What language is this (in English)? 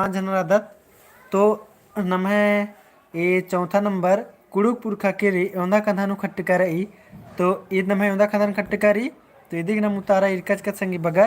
Kurukh